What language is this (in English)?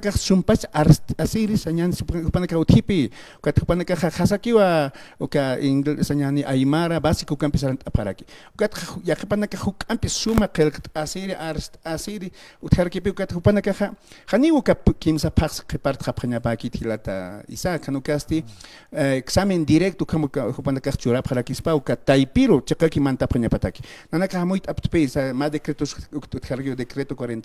Aymara